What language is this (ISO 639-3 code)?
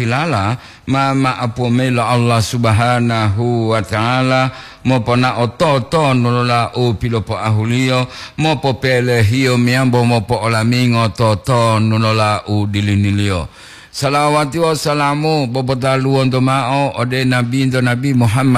gor